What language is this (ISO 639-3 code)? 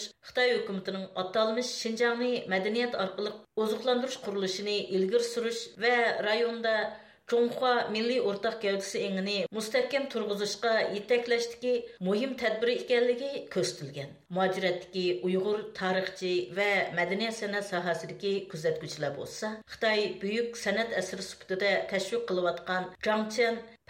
uig